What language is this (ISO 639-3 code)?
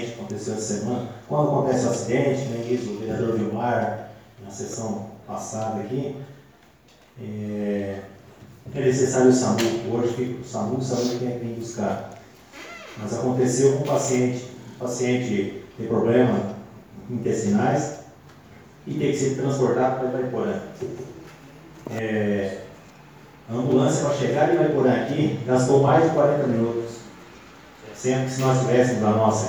por